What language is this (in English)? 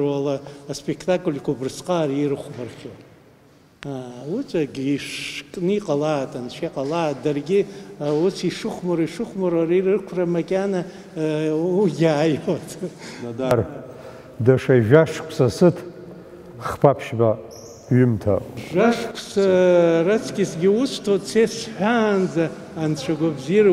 Abkhazian